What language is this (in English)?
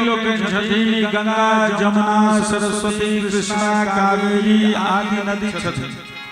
Maithili